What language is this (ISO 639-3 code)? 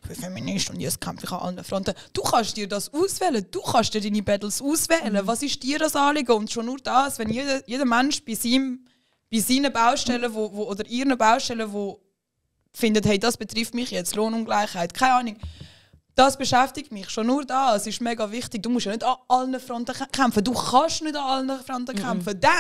gsw